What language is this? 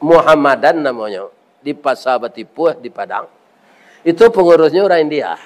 Minangkabau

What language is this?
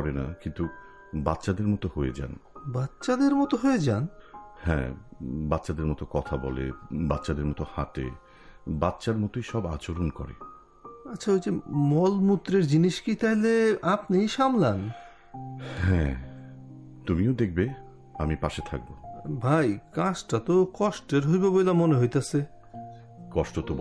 Bangla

